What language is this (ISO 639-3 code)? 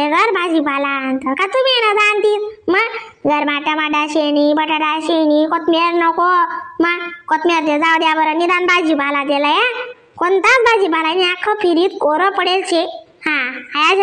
khn